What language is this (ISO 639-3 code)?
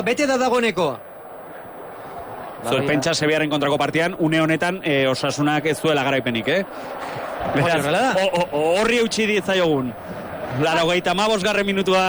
eus